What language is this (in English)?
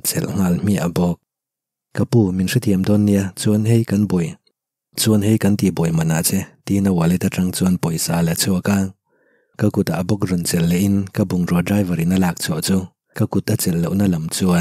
Mizo